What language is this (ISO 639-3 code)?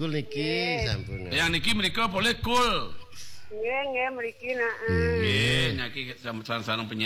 ban